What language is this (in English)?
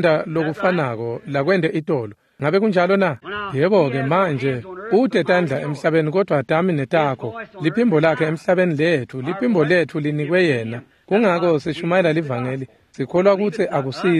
Swati